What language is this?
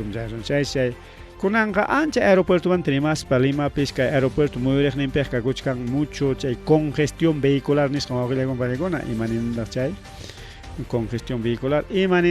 Ayacucho Quechua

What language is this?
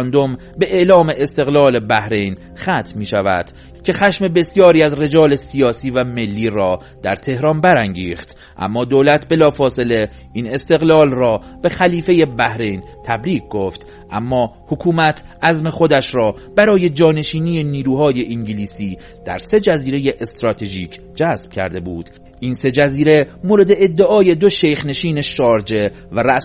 Persian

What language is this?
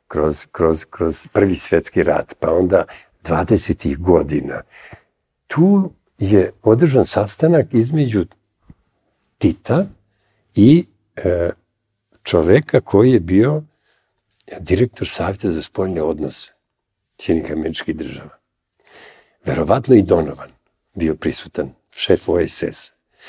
Serbian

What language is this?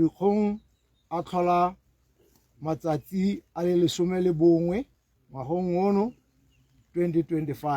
Tswana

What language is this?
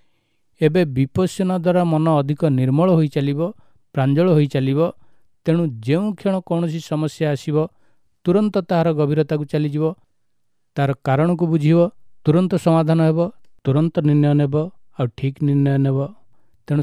Odia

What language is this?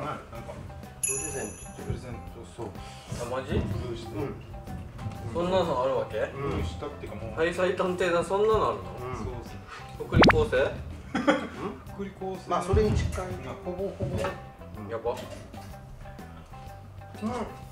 Japanese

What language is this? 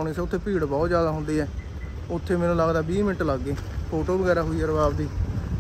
Punjabi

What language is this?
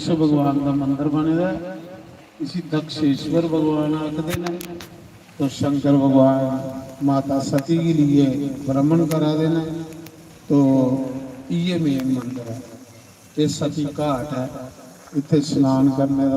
Dogri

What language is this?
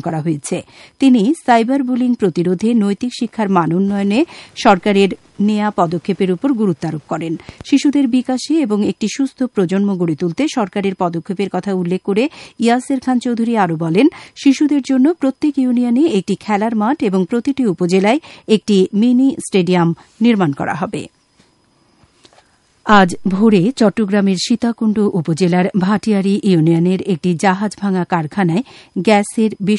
Bangla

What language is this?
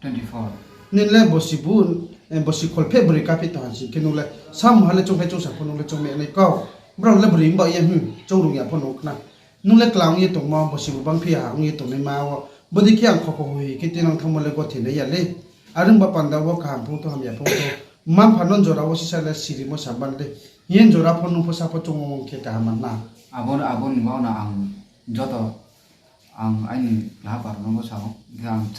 Riang (India)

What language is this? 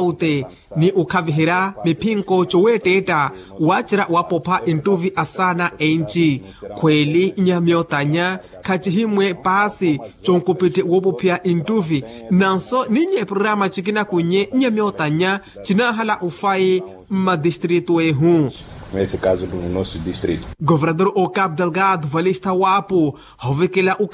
Makhuwa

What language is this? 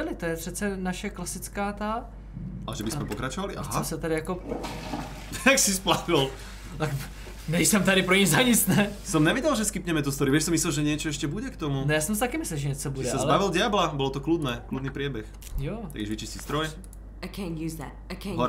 Czech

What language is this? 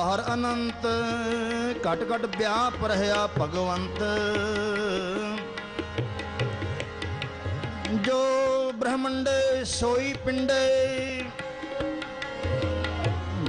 Punjabi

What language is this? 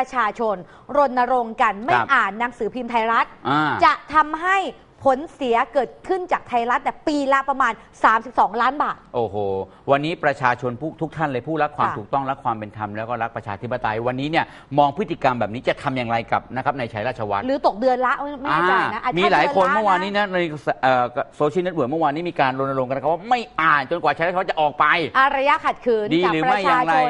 Thai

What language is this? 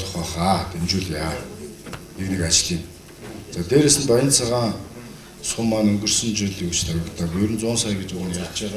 Mongolian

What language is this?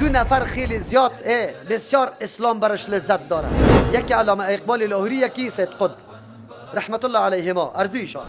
Persian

